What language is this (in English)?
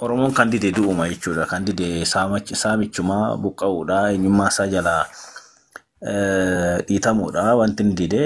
Oromo